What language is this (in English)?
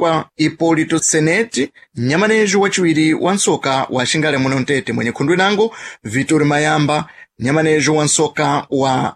Sena